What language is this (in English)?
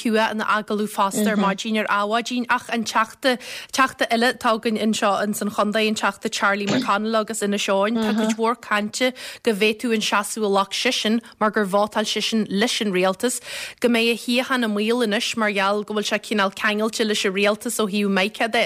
Irish